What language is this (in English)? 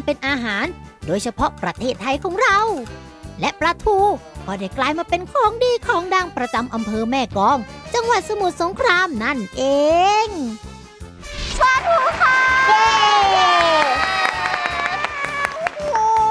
Thai